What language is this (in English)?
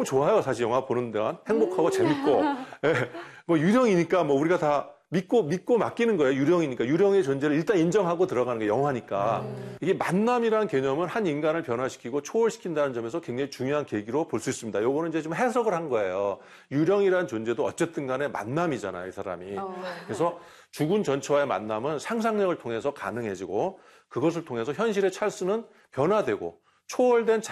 Korean